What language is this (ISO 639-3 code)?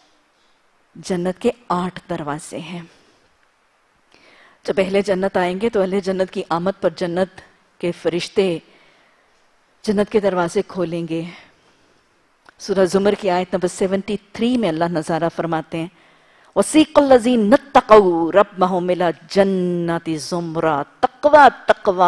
urd